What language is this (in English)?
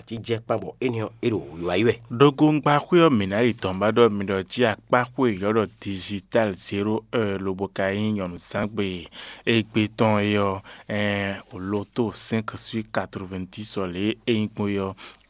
Fon